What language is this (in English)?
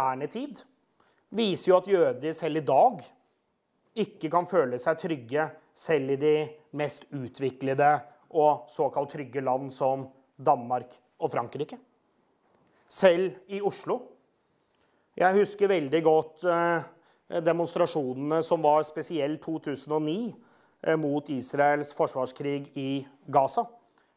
Norwegian